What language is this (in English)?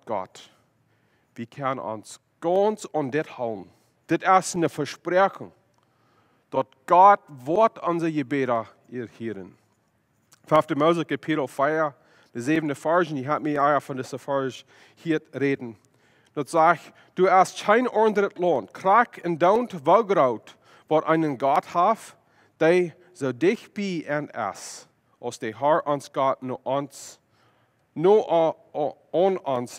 Plautdietsch